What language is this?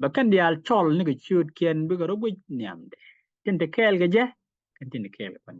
Nuer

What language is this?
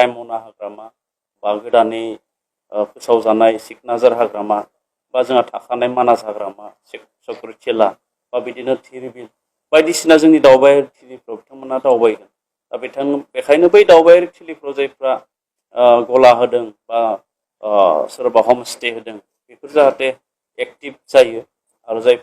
Bodo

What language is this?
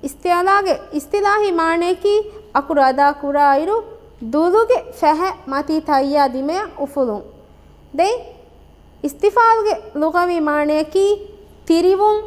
Divehi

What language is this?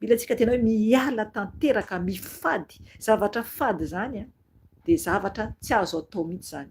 Malagasy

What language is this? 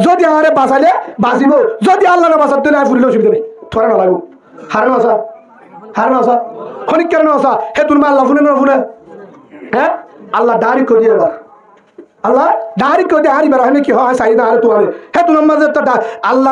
Rohingya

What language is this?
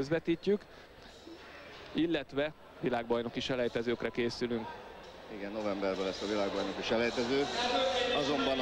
Hungarian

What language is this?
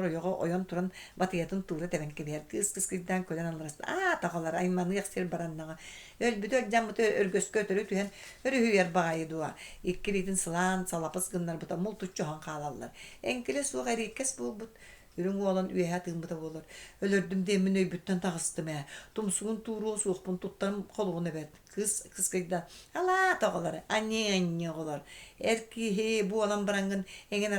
Yakut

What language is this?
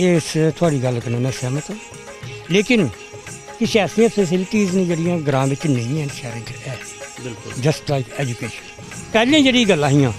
Dogri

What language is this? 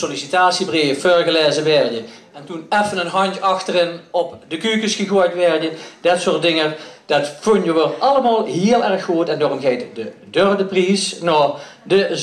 Limburgish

